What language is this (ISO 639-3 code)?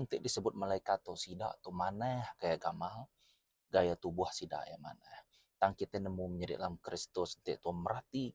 iba